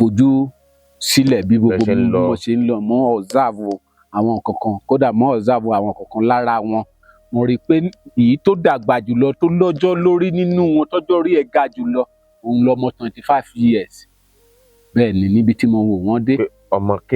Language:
Yoruba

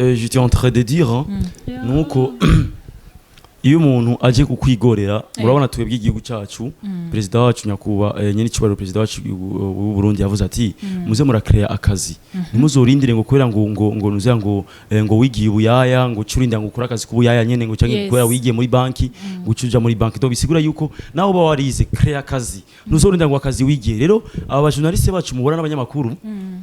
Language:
Rundi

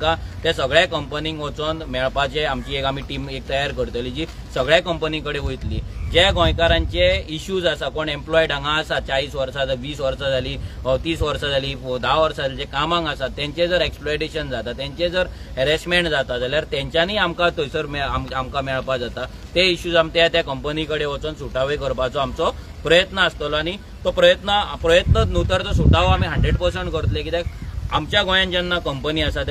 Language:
Konkani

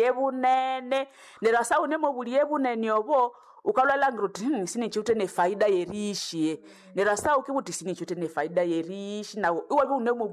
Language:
Nande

